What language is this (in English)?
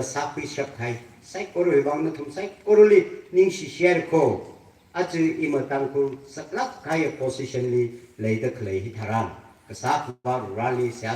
Tangkhul Naga (India)